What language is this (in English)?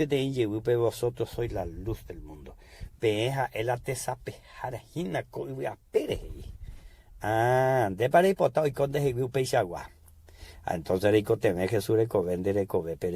Guarani